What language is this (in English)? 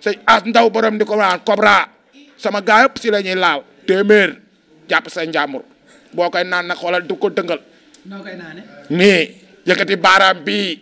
Wolof